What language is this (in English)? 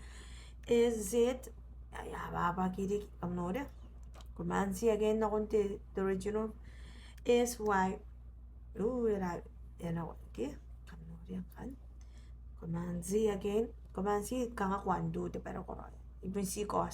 Gilbertese